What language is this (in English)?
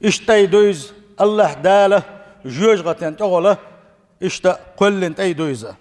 Chechen